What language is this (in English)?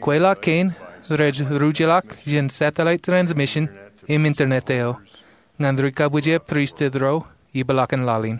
Marshallese